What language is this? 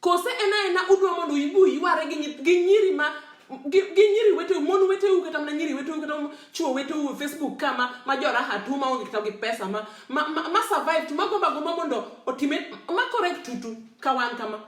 Luo (Kenya and Tanzania)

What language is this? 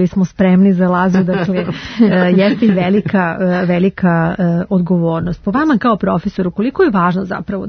Serbian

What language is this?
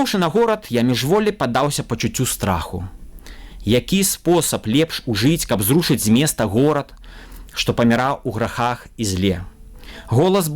Belarusian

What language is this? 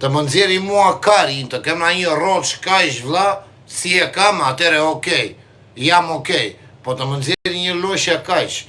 Albanian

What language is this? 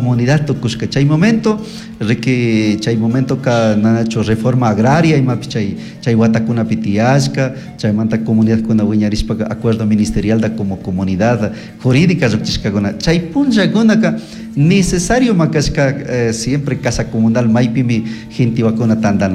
Chimborazo Highland Quichua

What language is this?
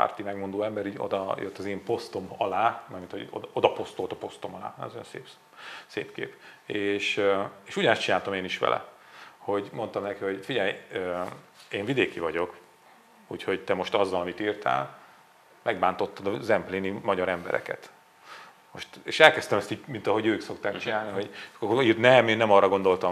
Hungarian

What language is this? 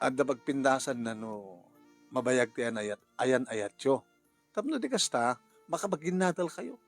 Iloko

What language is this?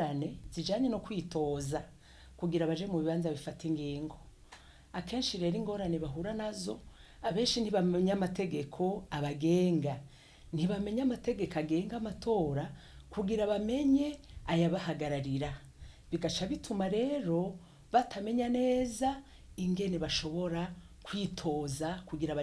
Rundi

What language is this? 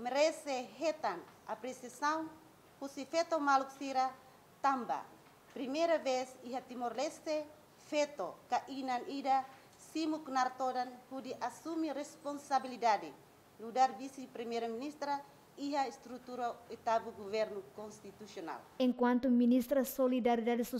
Tetum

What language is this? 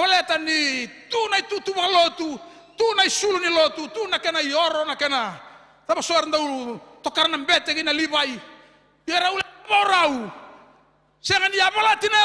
Fijian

